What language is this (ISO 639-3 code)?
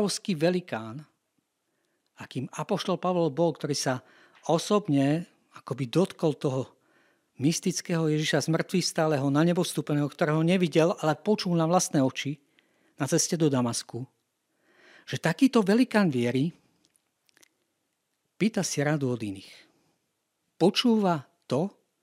slk